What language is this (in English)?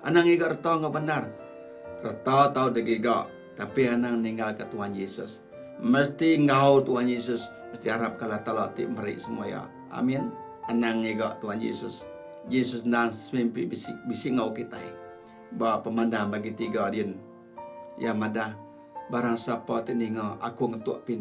Iban